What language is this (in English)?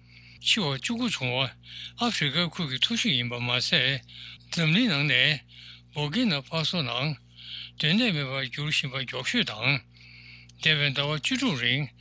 Tibetan